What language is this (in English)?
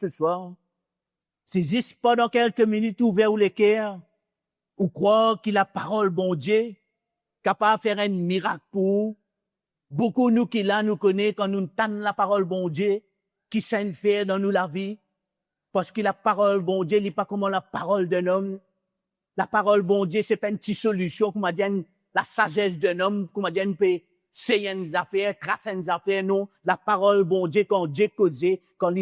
Morisyen